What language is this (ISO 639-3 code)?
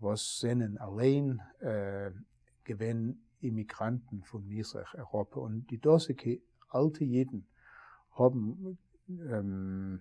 yid